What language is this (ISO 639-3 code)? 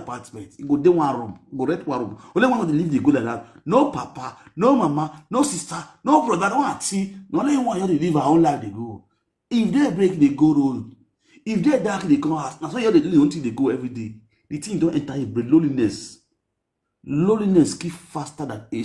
pcm